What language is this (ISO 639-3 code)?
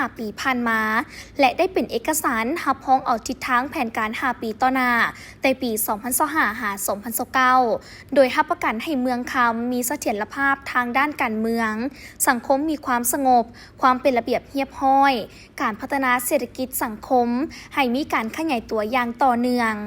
lao